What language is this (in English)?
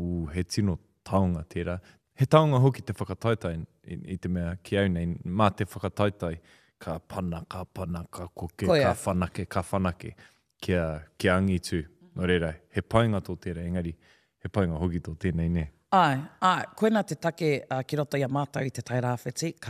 Māori